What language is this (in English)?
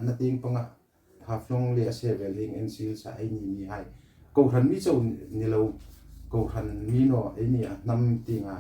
Hmar